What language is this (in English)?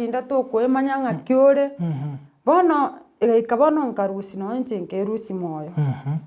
Gusii